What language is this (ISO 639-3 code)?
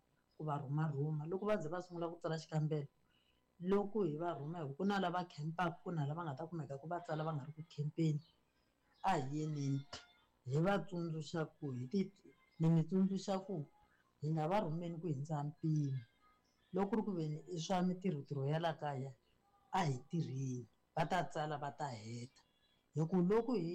tso